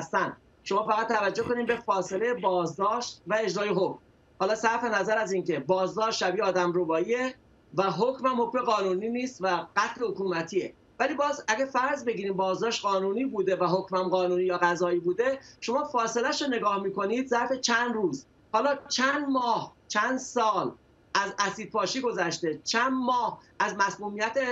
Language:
Persian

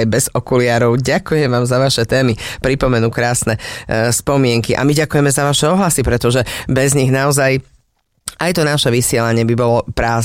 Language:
Slovak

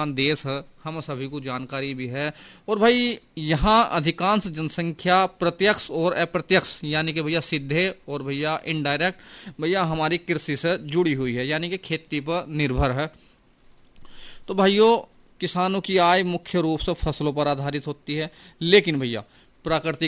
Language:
Hindi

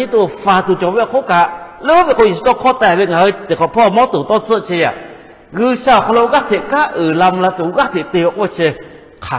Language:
Lahu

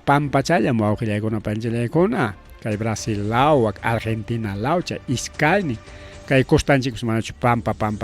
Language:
Ayacucho Quechua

